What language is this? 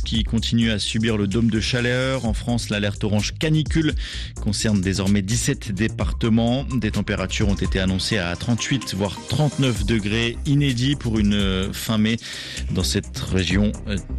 French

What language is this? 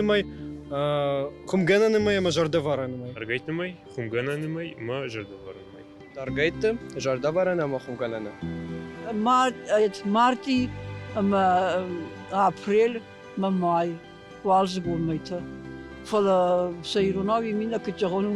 Ossetic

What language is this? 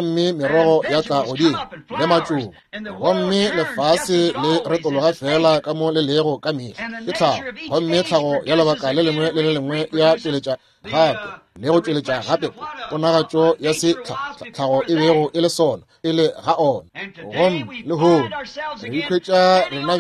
Northern Sotho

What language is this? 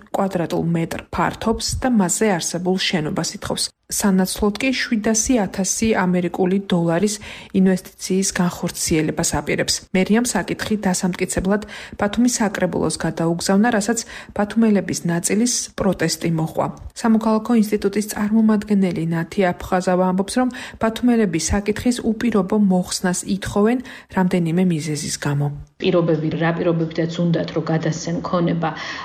Georgian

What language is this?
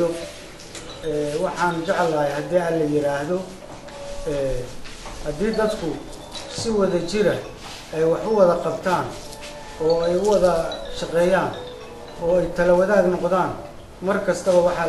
Somali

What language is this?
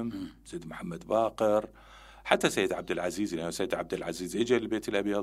Mesopotamian Arabic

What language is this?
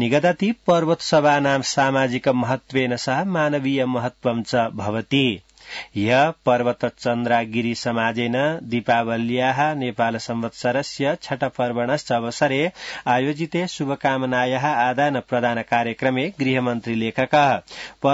Sanskrit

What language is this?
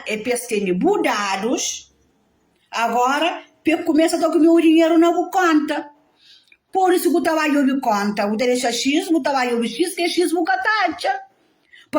Kabuverdianu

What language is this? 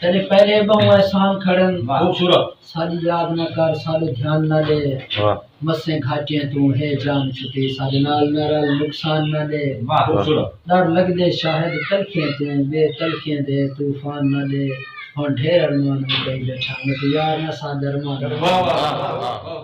Saraiki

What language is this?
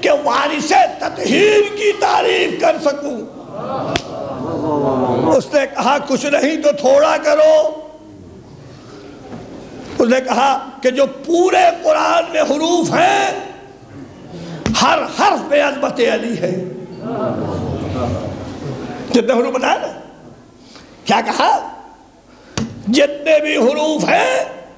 Urdu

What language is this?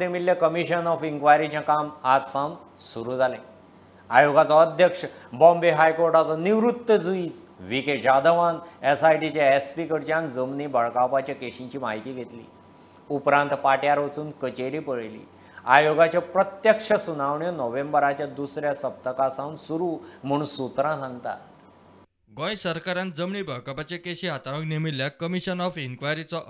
Konkani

